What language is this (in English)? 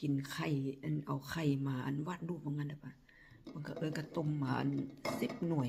Northeastern Thai